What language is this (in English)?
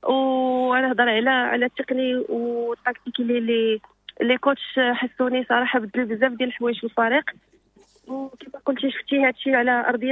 Moroccan Arabic